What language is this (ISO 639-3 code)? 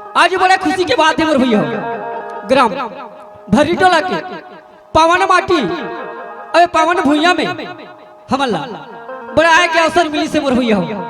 hne